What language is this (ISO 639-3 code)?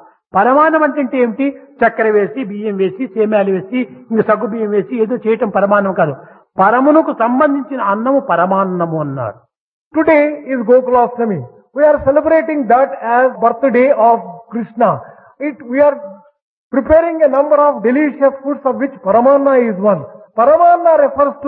tel